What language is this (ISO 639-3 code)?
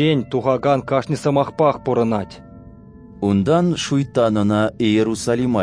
chv